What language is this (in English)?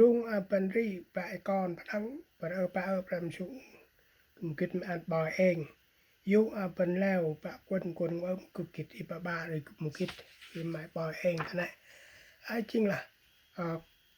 Central Mnong